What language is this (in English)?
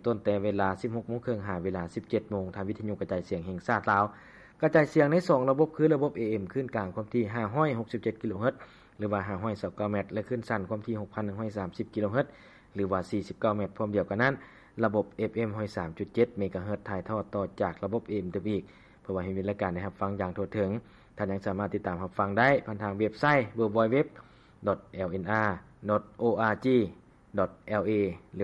Lao